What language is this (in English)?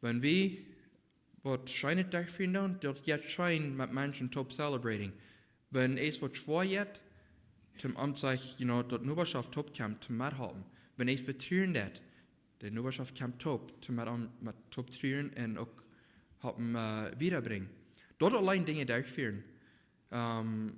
Plautdietsch